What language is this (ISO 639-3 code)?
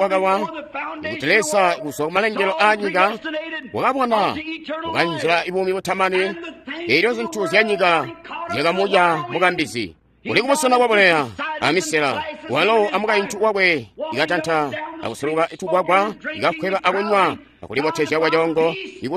toi